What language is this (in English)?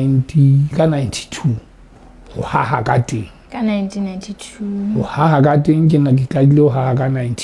Southern Sotho